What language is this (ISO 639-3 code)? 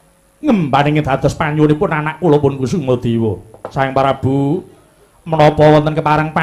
jav